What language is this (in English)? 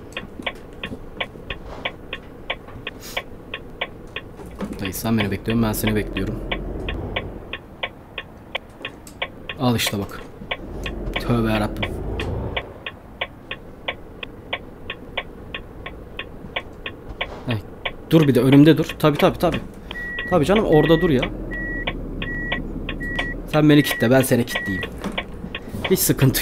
Turkish